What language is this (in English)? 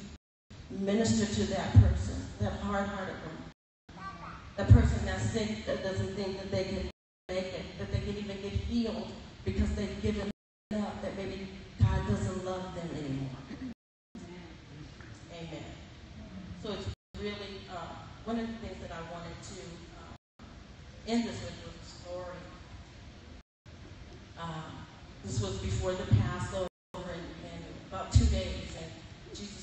English